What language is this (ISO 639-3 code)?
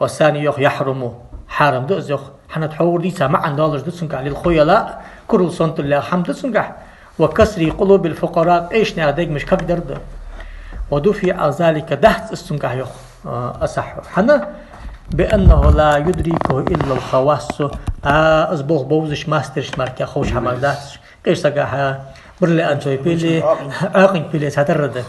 inh